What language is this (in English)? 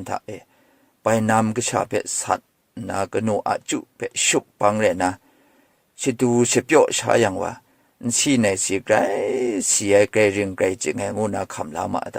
Kachin